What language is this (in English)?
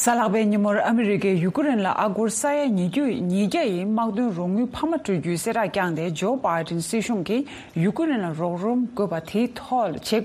Tibetan